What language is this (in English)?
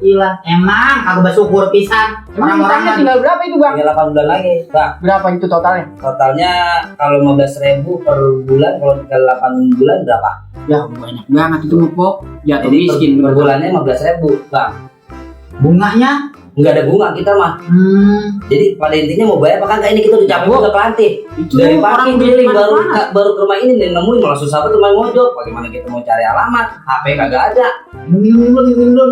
Betawi